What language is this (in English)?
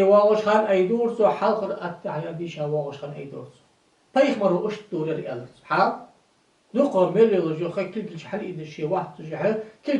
Ingush